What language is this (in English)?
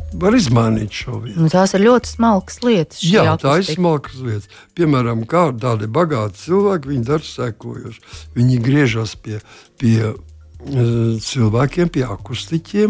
Latvian